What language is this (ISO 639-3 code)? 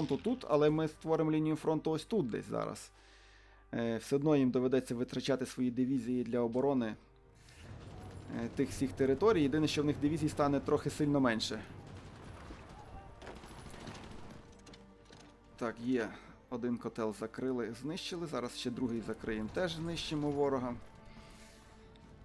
ukr